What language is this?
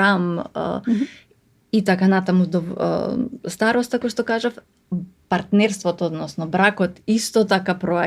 Macedonian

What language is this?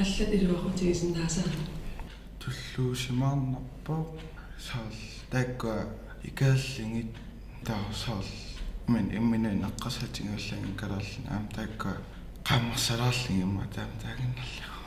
Kalaallisut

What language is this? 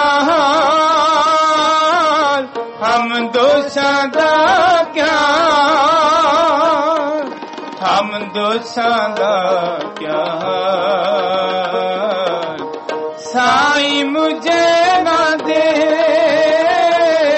Punjabi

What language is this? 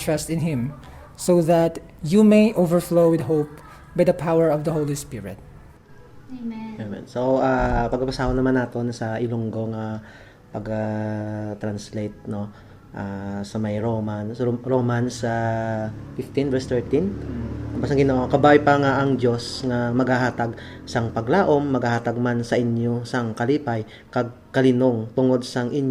Hiligaynon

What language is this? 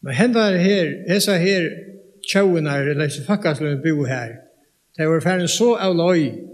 Faroese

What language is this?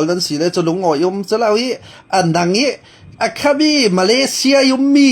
Falam Chin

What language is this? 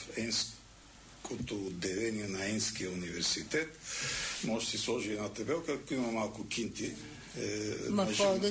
Bulgarian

